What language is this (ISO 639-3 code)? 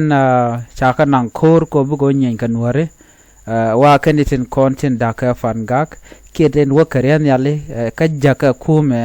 nus